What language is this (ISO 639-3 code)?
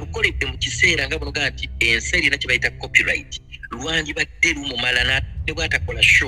lug